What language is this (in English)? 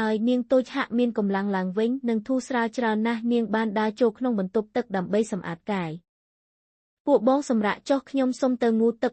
Khmer